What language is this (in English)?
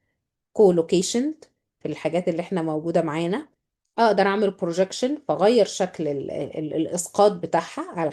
Egyptian Arabic